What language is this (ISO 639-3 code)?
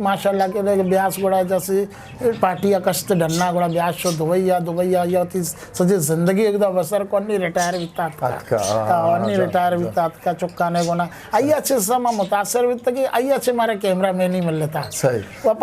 bgp